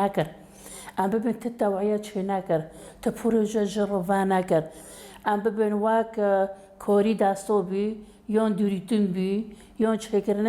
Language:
Kurdish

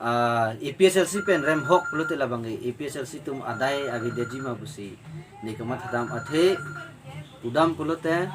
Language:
Karbi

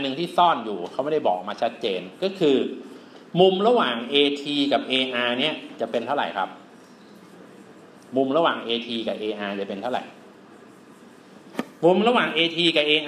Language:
Thai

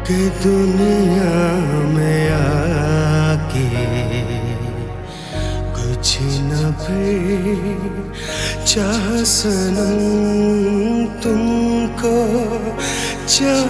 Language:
Hindi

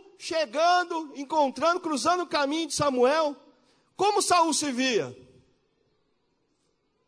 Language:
Portuguese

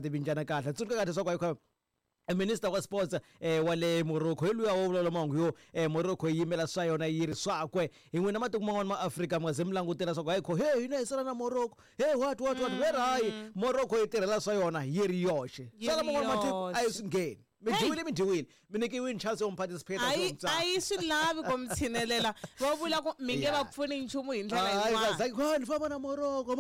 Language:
Tsonga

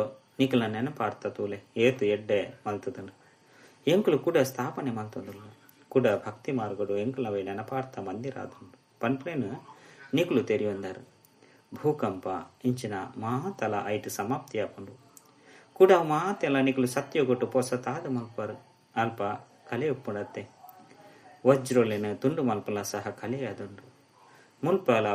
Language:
Tulu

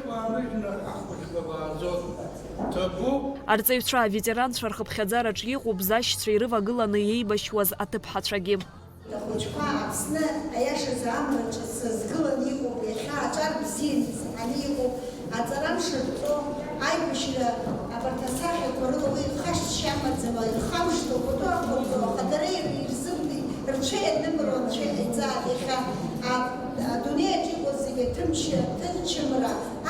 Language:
Abkhazian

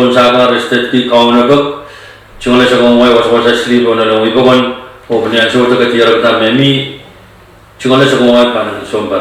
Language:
Pohnpeian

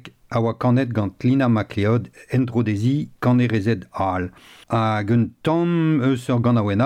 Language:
Breton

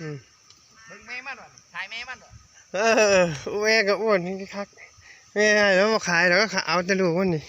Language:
Northeastern Thai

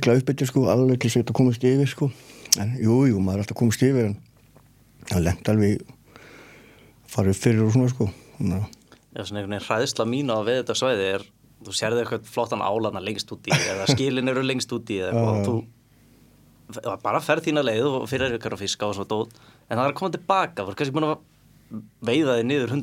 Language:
Icelandic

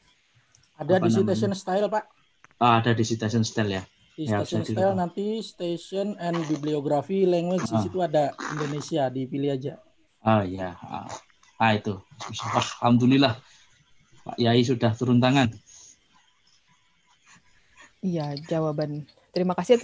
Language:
Indonesian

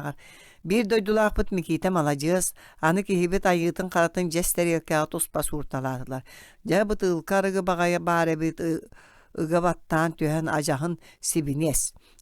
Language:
Yakut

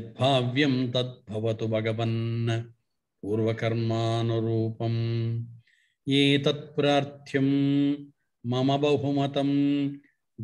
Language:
Sanskrit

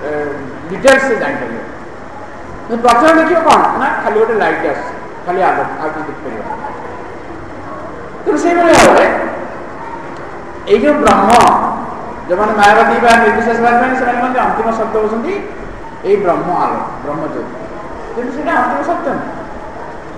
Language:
Odia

